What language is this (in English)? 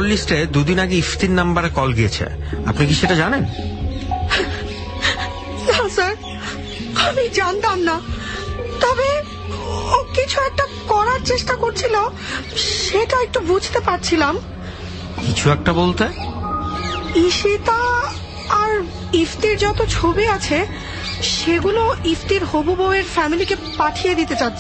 Bangla